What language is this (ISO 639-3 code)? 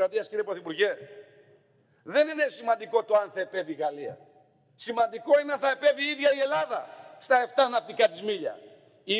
ell